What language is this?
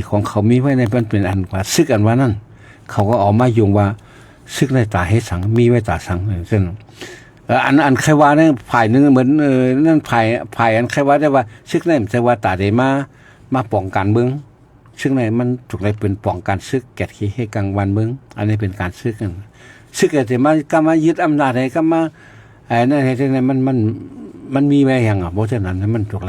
Shan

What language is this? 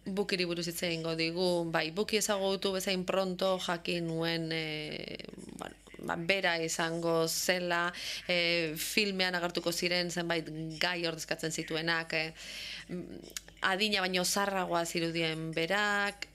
Basque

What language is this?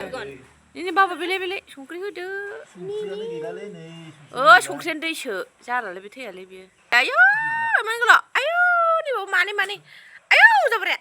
Bodo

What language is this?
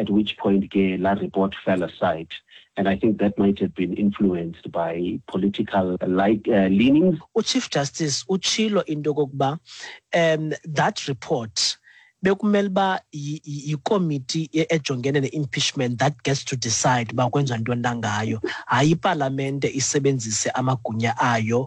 Xhosa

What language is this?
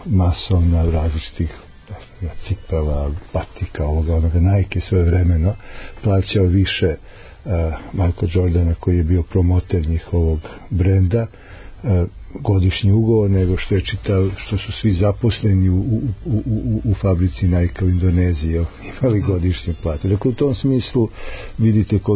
Serbian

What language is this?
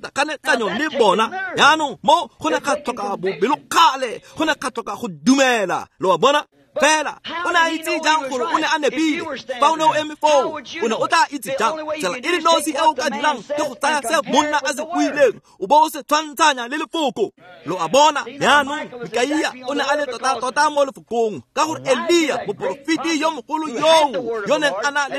Tswana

